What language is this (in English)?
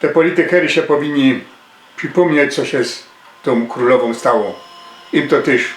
Silesian